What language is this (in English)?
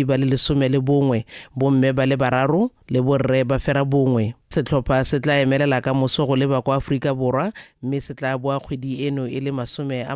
Tswana